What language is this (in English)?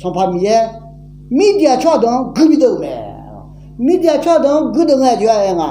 Akha